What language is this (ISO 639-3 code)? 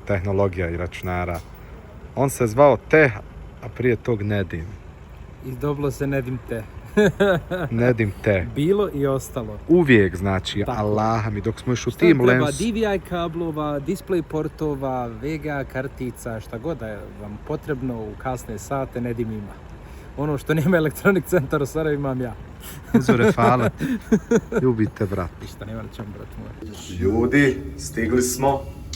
bos